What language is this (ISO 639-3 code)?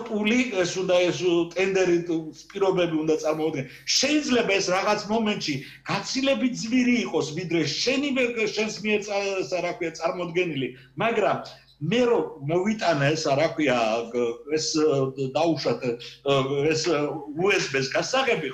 kat